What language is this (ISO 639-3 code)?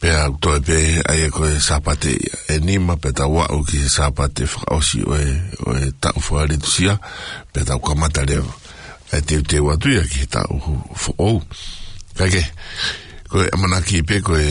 ton